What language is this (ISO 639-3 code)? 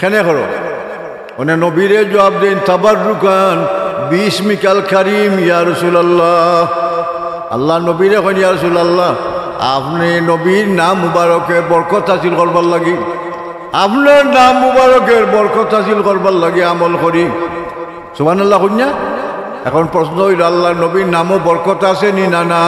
syl